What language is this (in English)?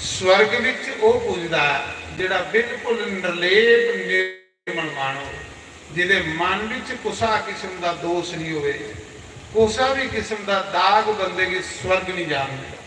Dogri